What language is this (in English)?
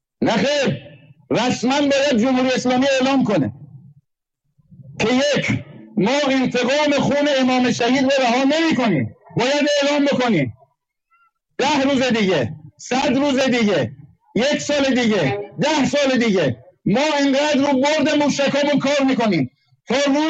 Persian